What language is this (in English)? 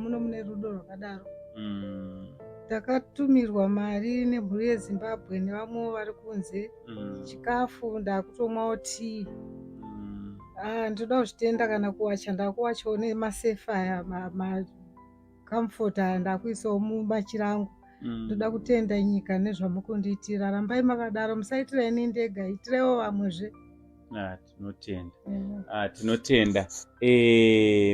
Shona